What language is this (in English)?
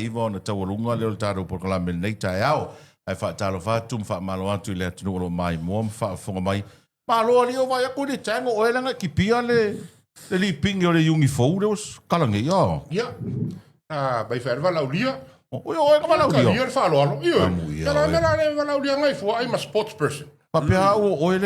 Samoan